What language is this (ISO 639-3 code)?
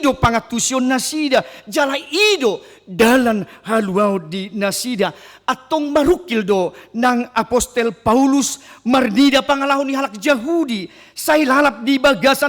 bbc